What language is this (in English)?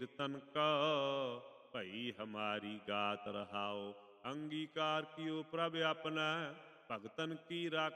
Punjabi